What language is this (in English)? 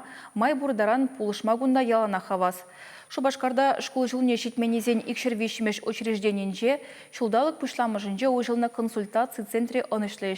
Chuvash